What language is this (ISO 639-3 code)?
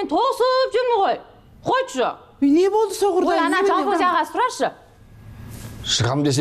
kaz